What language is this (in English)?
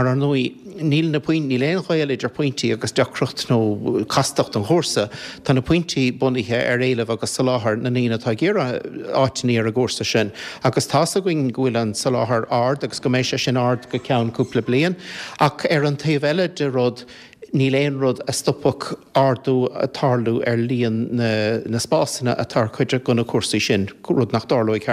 Irish